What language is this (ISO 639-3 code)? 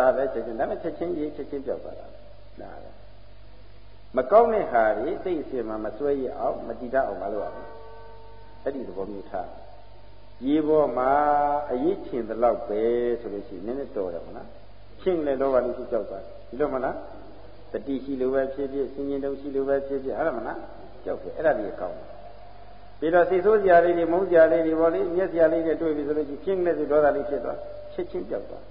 mya